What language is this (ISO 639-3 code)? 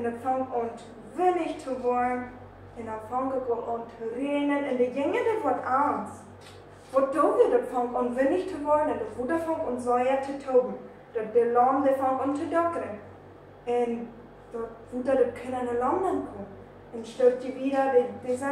pdt